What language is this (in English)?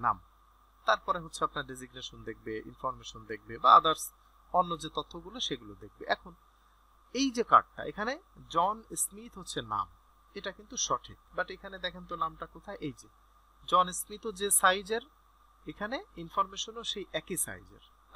Bangla